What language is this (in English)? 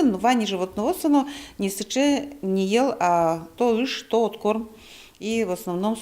Udmurt